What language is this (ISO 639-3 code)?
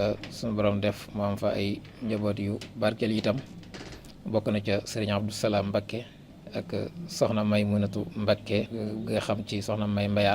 wol